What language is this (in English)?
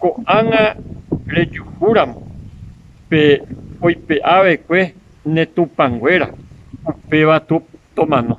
Guarani